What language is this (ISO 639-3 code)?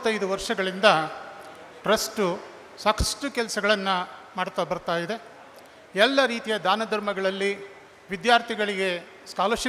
kan